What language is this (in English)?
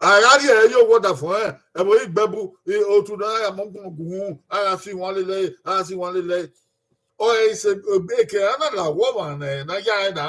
Bini